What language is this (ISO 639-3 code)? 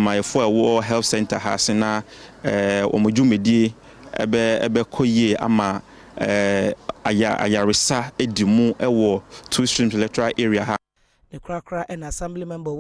aka